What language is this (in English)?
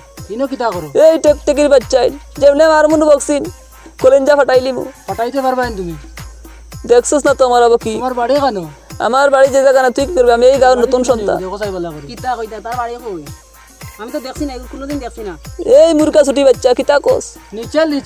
Sylheti